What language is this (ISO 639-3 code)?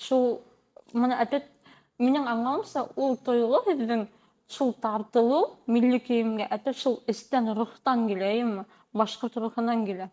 bak